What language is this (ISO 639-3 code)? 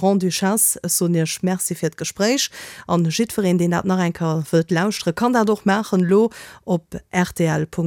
ltz